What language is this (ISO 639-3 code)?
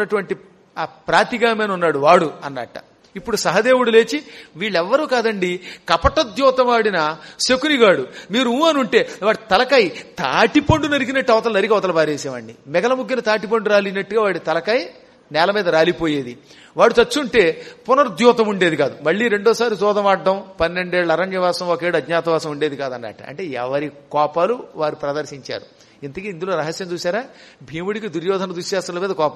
tel